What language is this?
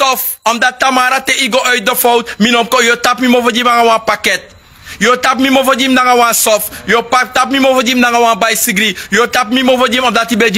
Sranan Tongo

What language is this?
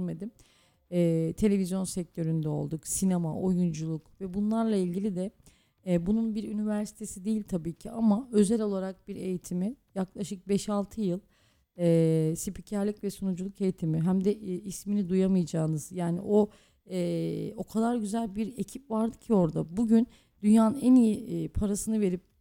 Turkish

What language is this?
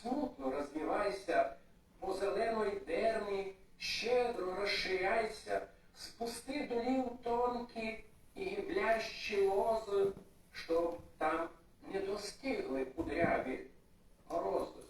Rusyn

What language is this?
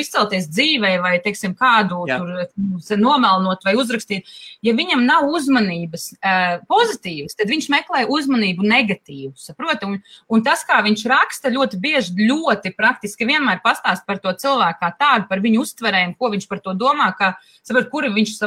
Latvian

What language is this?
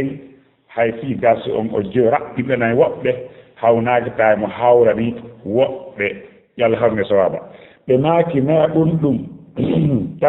Fula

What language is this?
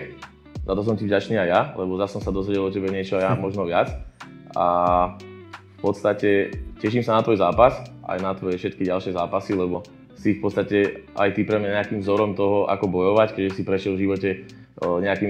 Slovak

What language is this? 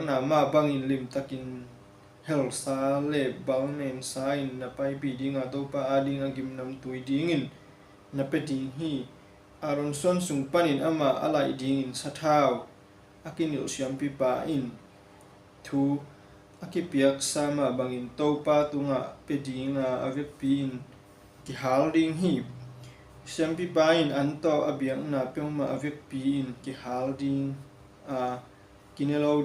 Tedim Chin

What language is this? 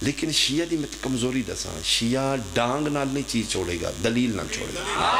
Pahari-Potwari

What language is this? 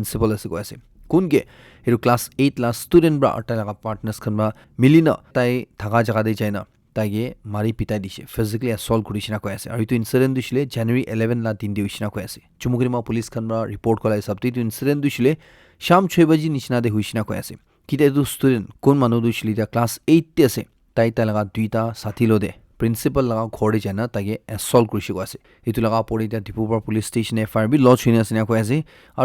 Naga Pidgin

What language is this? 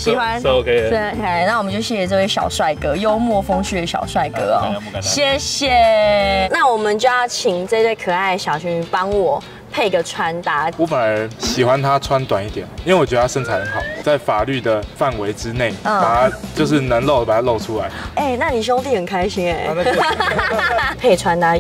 Chinese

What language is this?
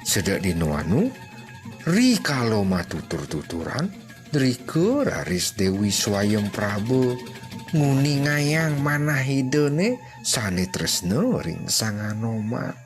Balinese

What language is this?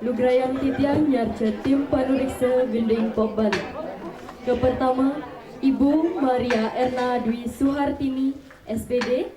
Balinese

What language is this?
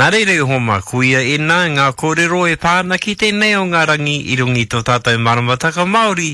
Māori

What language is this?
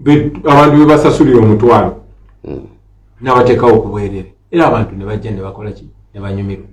Ganda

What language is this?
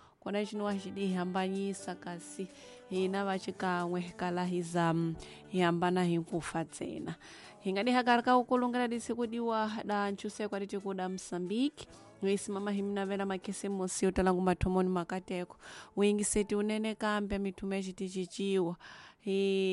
Tsonga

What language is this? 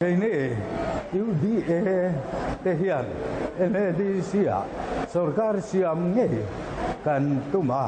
Mizo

